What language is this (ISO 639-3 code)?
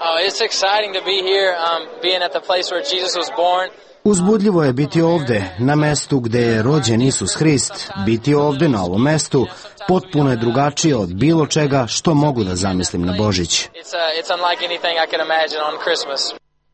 srp